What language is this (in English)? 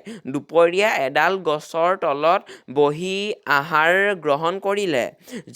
Assamese